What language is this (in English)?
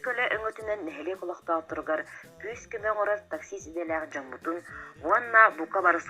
Yakut